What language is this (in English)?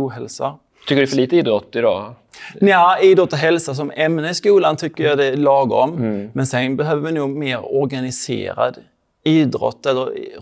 Swedish